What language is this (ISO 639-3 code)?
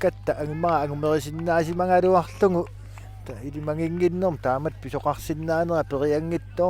kal